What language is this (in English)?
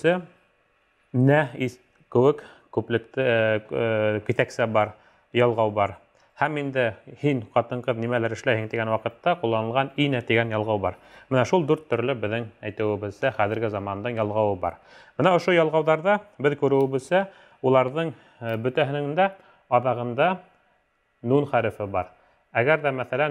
Bashkir